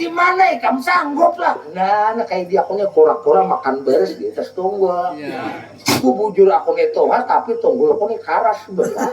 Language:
Banjar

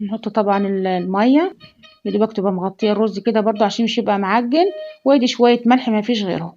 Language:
Egyptian Arabic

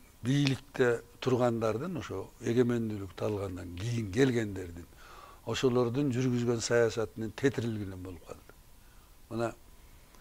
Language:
Kyrgyz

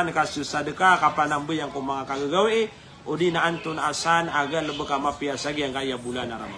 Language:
Maranao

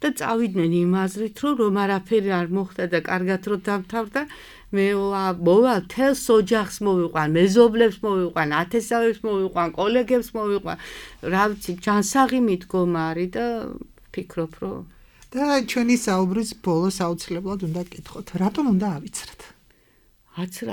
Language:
Georgian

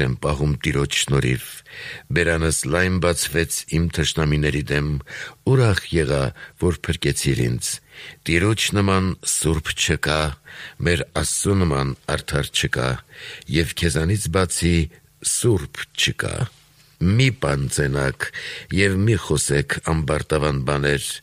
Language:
Armenian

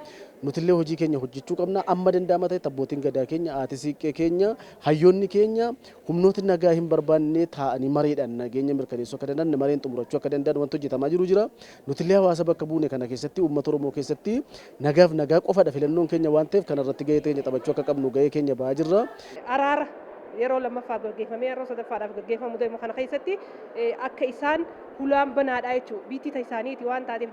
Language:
Oromo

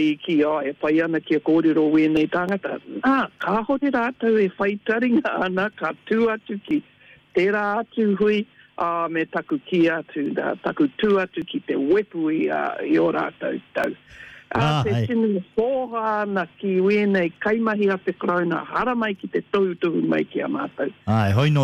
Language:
Māori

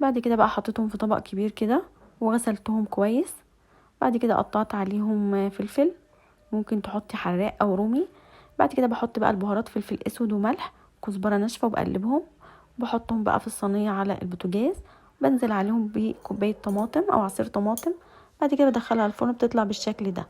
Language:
Egyptian Arabic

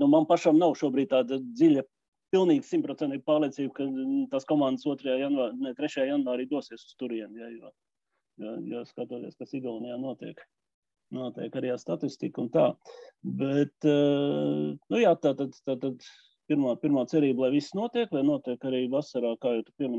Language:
Latvian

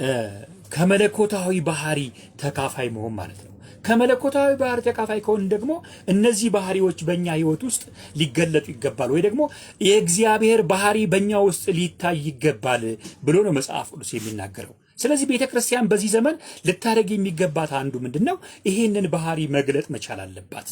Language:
Amharic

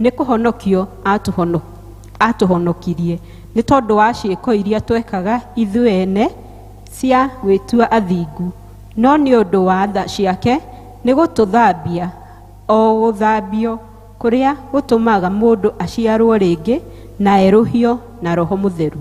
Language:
Kikuyu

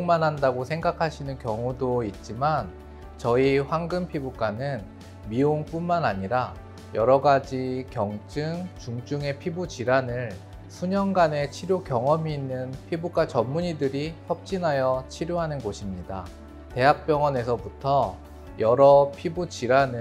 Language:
Korean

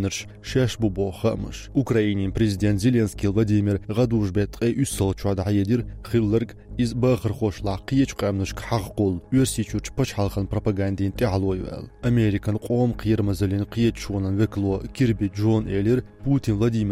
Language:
Chechen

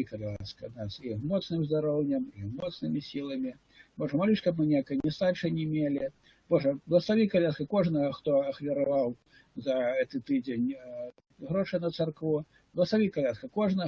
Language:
Belarusian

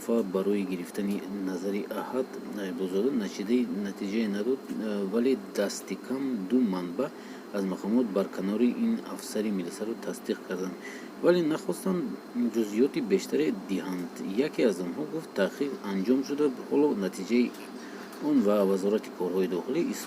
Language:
Tajik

